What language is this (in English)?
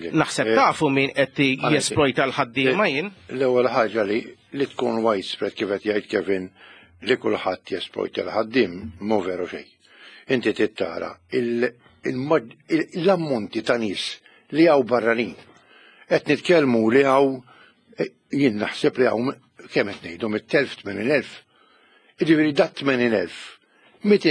Maltese